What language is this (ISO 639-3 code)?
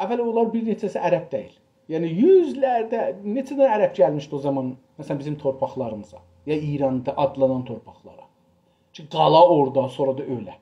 azb